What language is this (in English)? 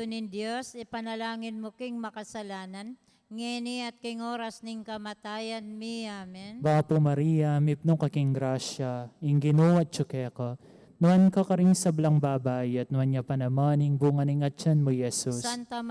Pampanga